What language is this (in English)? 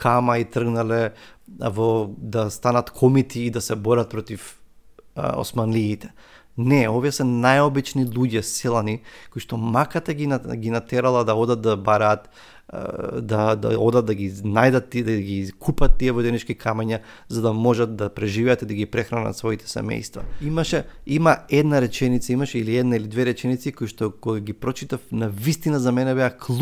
Macedonian